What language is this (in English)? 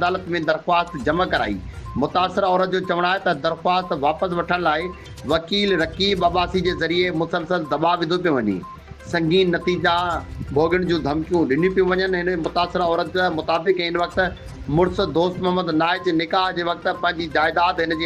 Sindhi